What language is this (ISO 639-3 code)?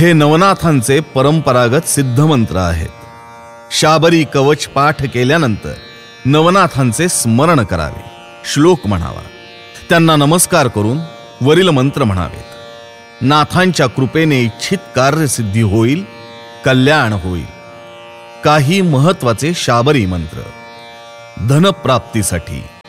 mar